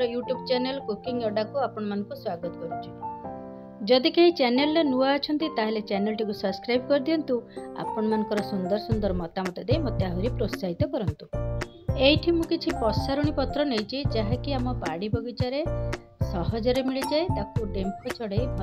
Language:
Odia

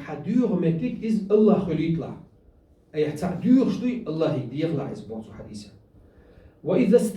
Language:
Chechen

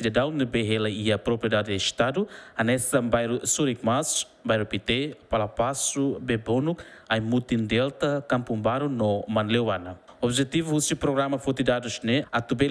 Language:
Tetum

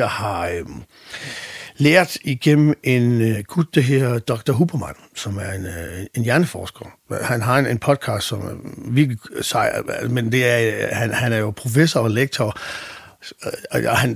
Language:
Danish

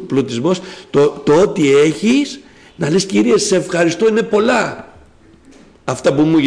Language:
Greek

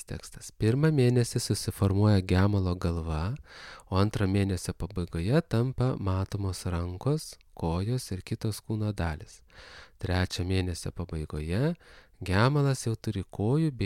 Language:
Lithuanian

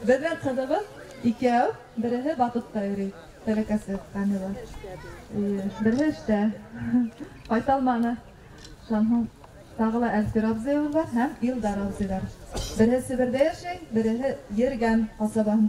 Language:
Bashkir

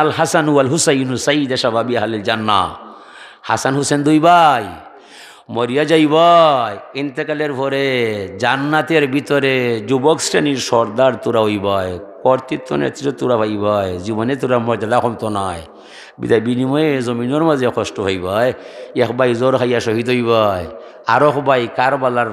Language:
Sylheti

